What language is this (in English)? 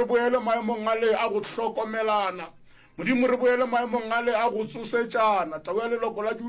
Northern Sotho